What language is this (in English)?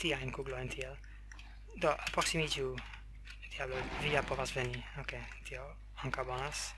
Esperanto